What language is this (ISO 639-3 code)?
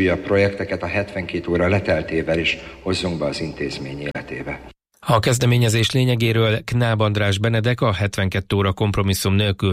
hun